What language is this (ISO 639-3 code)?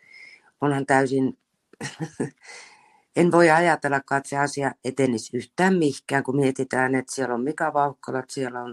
fin